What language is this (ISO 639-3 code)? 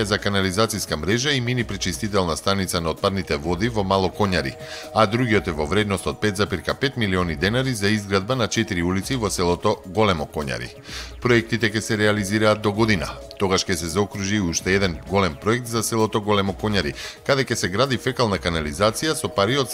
mkd